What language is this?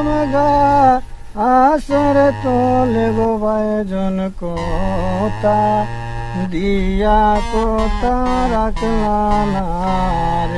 Sylheti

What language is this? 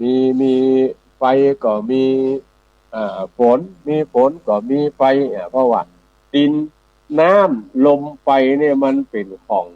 Northern Thai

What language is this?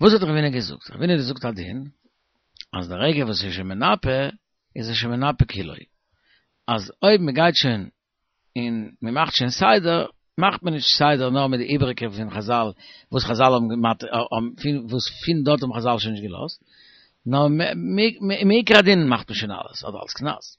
Yiddish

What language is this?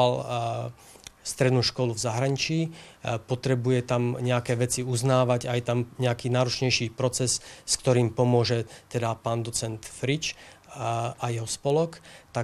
Slovak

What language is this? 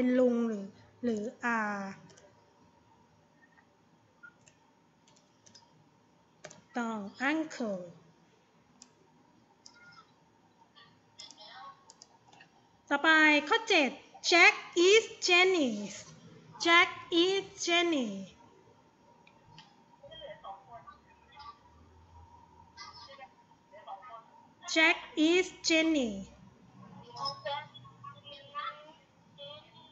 Thai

